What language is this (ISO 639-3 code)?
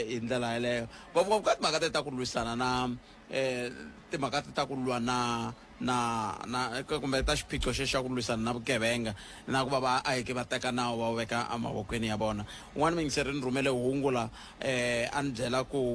tso